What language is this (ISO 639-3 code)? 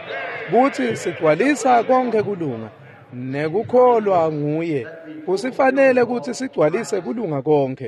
ssw